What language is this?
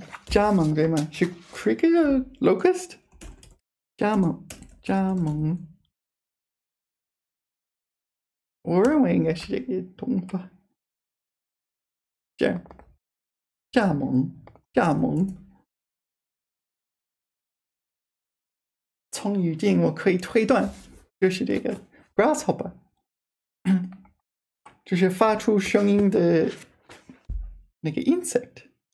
Chinese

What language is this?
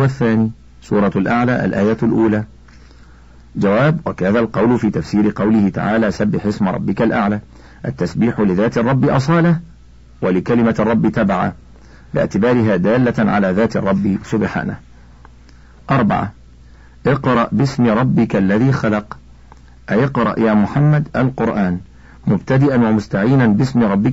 Arabic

